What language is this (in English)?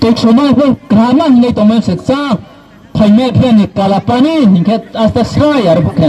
Riang (India)